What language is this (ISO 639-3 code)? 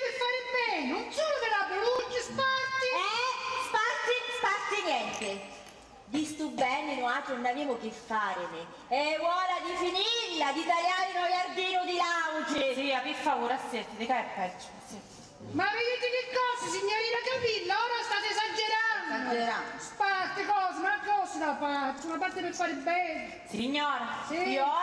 scn